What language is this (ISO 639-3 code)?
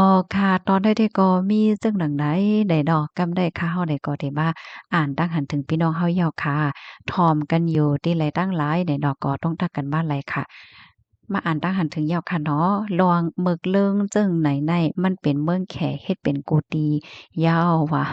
shn